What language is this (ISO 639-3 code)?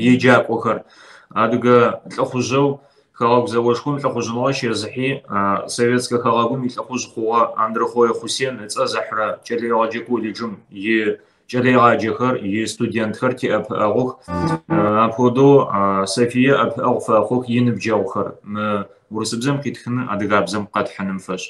kbd